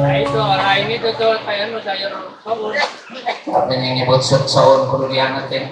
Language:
Betawi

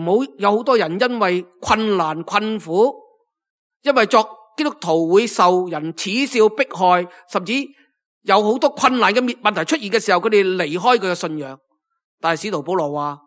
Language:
Cantonese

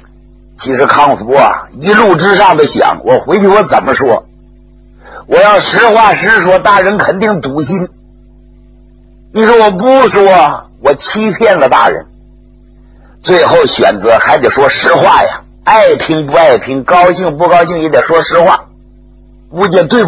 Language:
Chinese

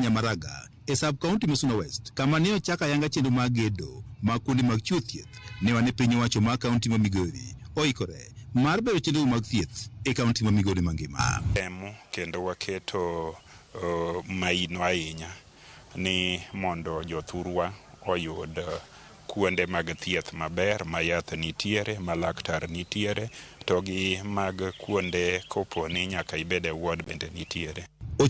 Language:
Luo (Kenya and Tanzania)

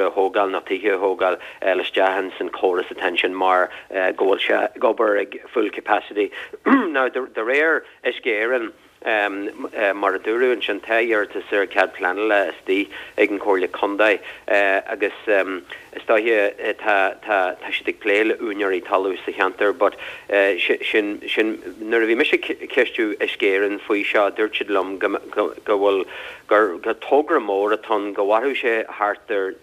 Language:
Irish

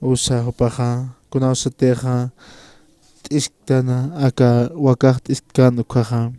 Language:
Aymara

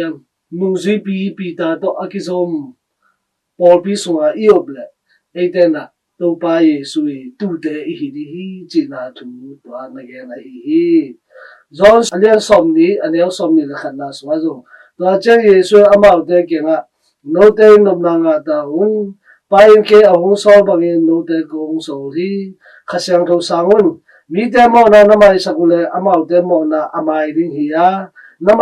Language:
Tedim Chin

